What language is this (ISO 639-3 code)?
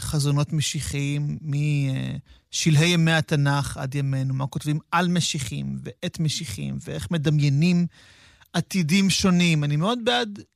heb